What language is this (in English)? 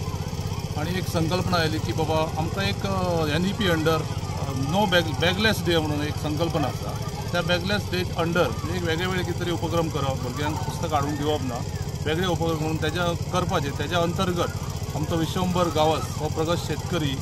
Konkani